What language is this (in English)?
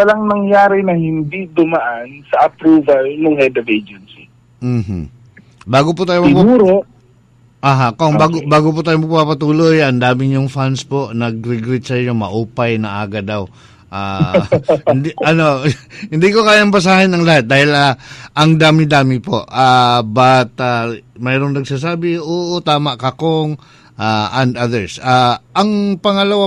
Cebuano